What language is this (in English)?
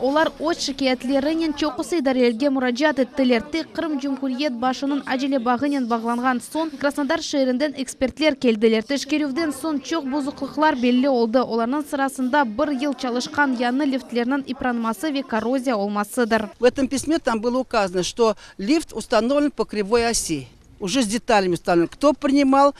Crimean Tatar